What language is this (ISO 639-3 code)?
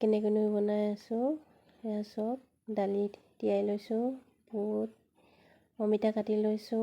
asm